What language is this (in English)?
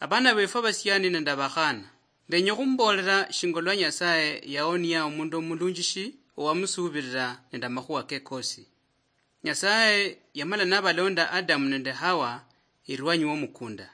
Luyia